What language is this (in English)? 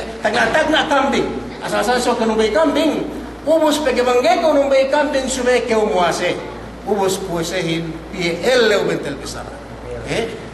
Yakan